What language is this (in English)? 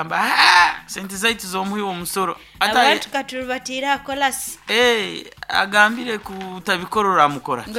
Nyoro